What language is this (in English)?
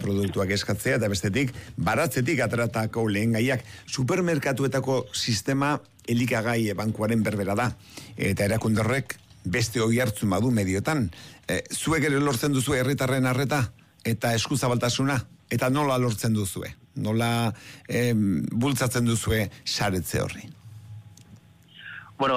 Basque